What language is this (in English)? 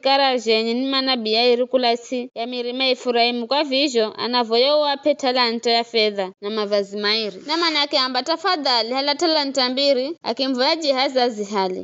Giryama